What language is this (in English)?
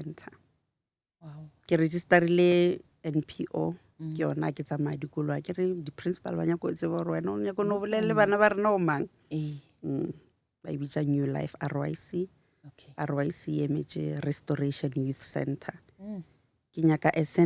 Northern Sotho